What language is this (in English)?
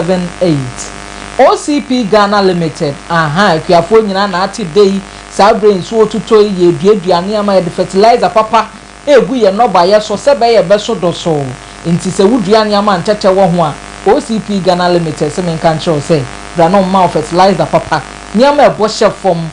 Akan